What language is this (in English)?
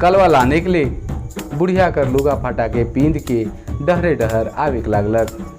Sadri